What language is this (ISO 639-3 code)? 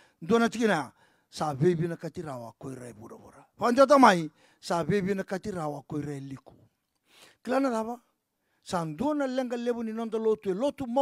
fij